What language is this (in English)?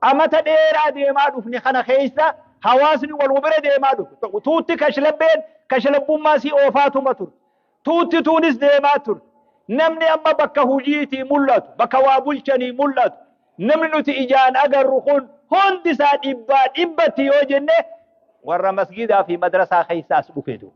Oromo